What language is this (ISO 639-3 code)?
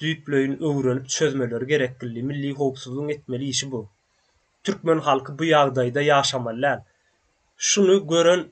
tuk